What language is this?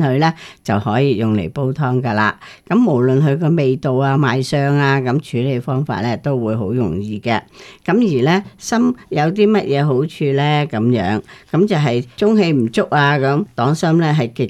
Cantonese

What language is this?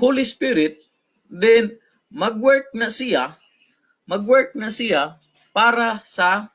Cebuano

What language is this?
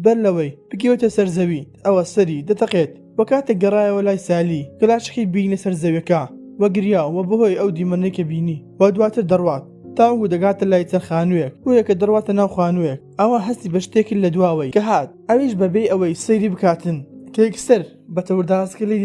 Central Kurdish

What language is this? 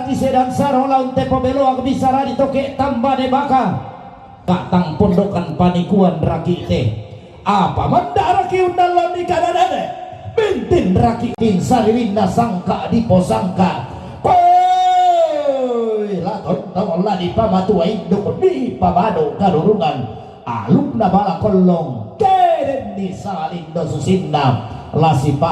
Toraja-Sa'dan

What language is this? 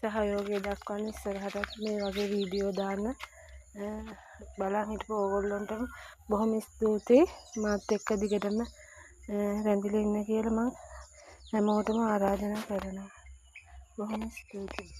Sinhala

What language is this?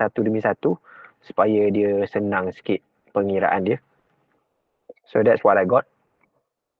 Malay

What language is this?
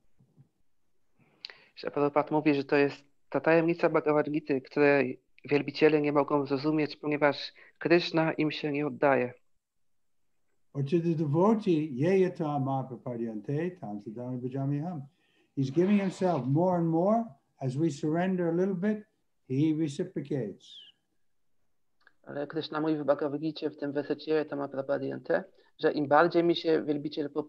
Polish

